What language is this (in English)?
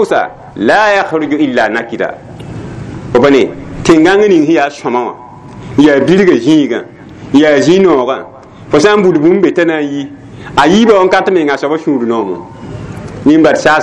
Mossi